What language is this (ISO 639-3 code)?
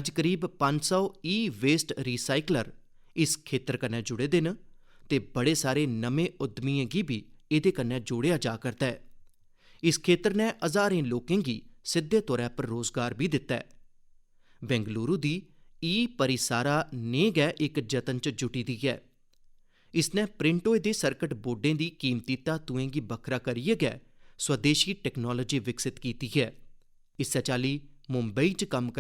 doi